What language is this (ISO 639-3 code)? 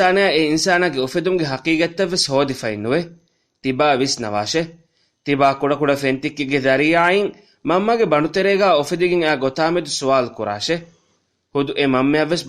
div